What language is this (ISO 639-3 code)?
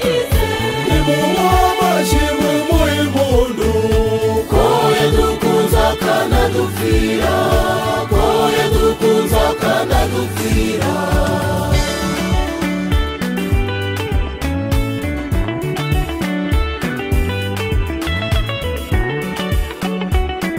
kin